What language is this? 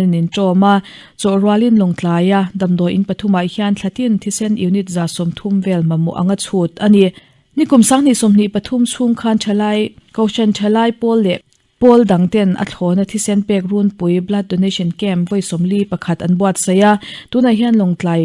Mizo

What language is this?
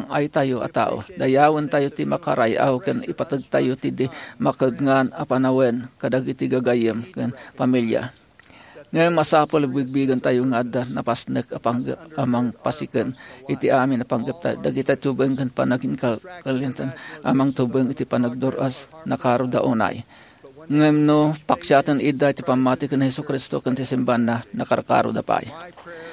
Iloko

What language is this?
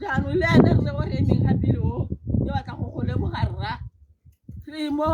Tswana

